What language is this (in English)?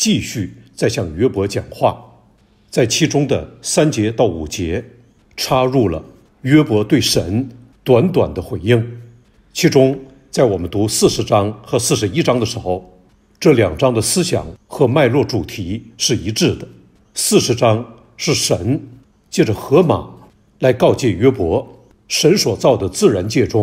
Chinese